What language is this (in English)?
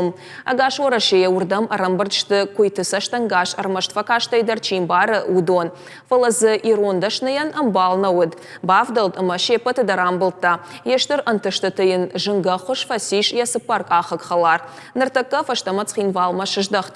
Ossetic